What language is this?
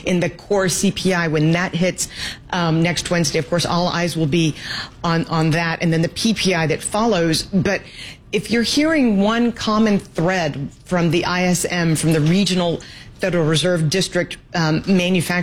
English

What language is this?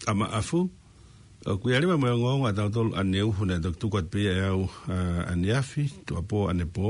Tongan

